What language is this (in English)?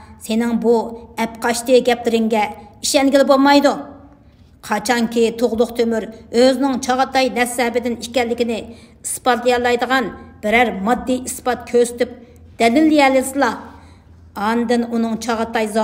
Uyghur